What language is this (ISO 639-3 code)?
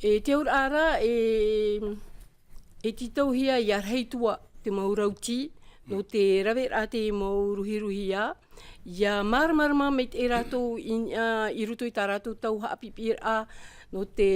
tah